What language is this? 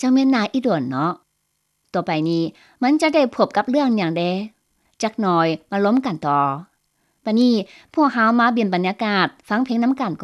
Lao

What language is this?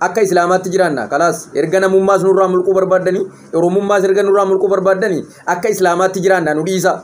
Oromo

